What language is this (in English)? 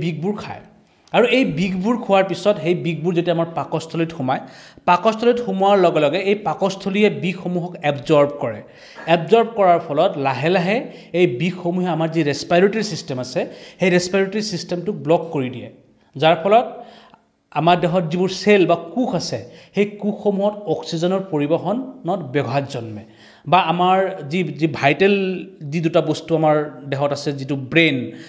Assamese